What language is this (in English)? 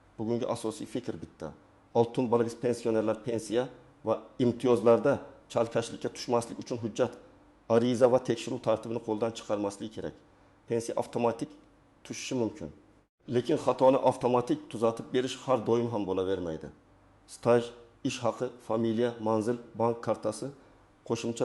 Uzbek